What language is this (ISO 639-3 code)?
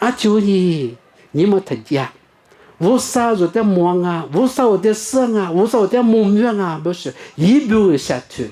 lis